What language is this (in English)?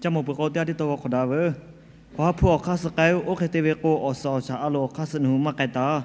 Lahu